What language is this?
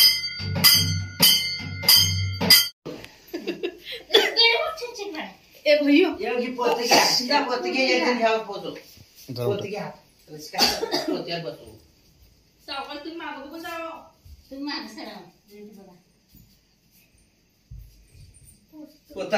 Marathi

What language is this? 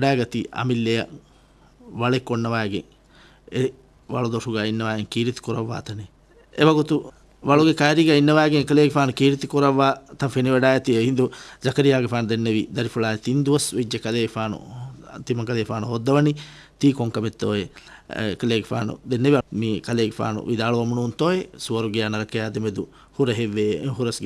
Divehi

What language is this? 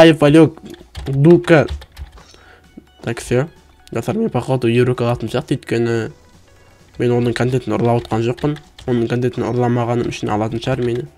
Kazakh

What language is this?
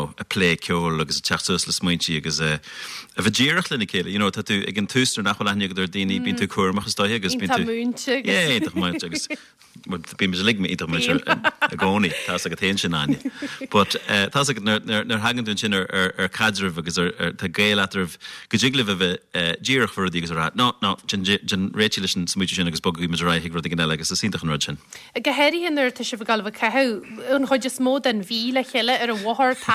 Irish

